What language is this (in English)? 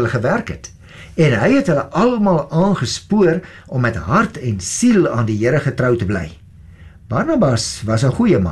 Afrikaans